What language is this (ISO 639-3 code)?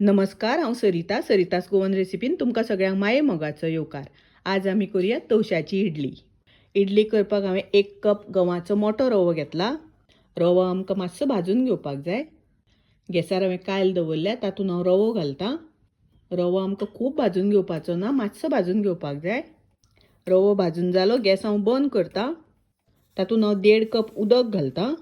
kok